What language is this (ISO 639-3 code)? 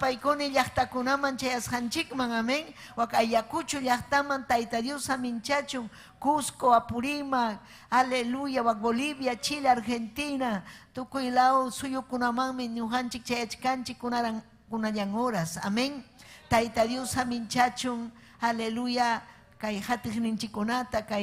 quy